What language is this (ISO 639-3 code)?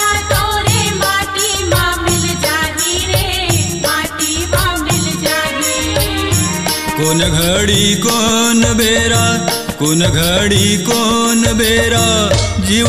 hne